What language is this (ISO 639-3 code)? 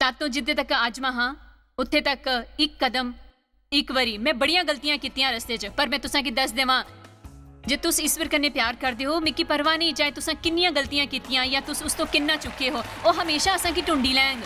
doi